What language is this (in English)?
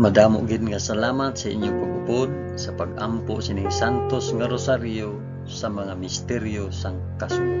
Hiligaynon